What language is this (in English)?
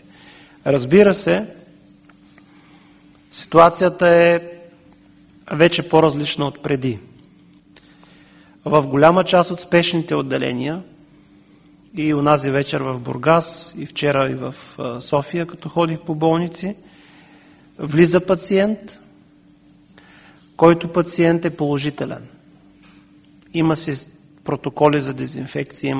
Bulgarian